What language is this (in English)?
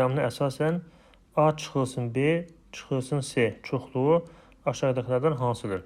Azerbaijani